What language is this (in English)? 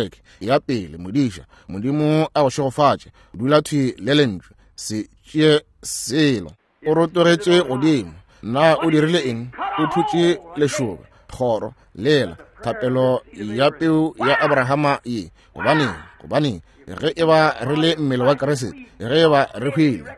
Northern Sotho